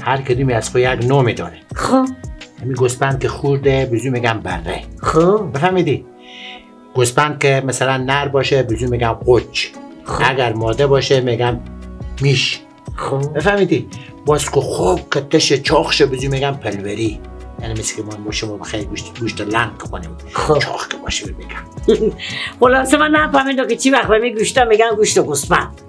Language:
Persian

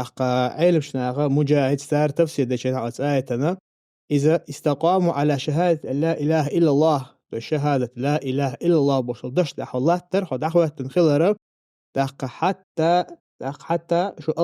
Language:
Chechen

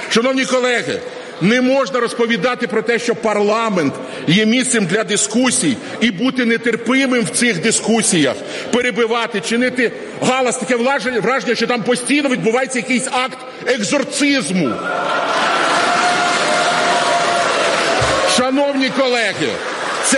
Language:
Ukrainian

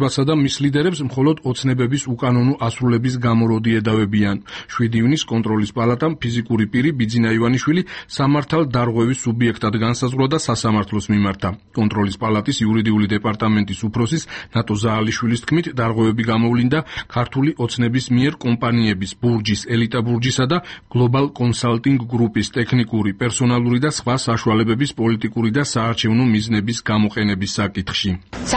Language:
Georgian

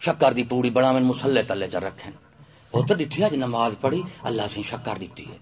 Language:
Saraiki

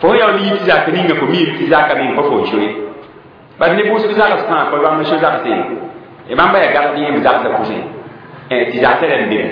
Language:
Mossi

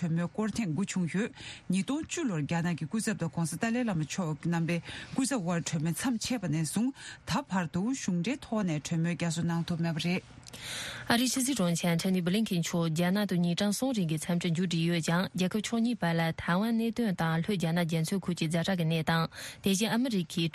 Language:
Tibetan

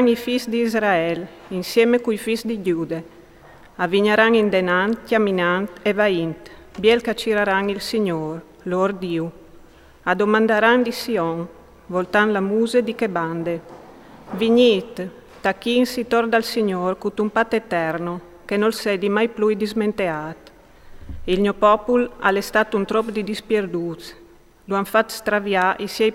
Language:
Friulian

